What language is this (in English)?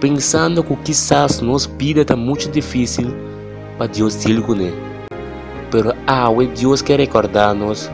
Papiamento